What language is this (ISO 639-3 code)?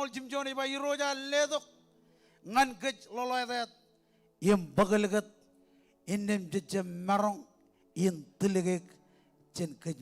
mah